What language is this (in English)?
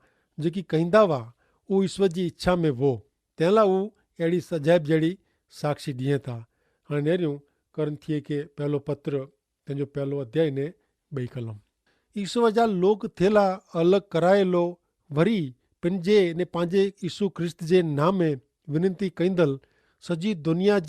Kachhi